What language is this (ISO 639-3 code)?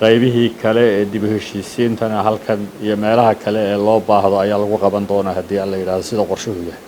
som